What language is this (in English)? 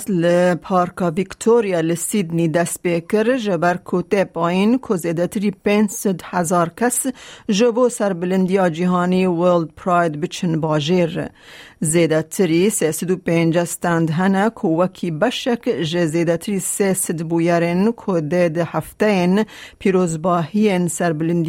Kurdish